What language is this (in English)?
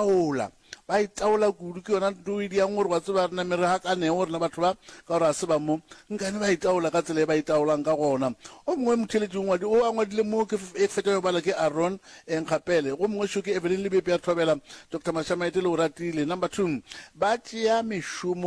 Northern Sotho